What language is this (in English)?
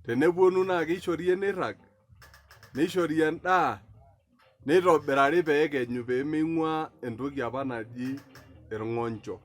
Masai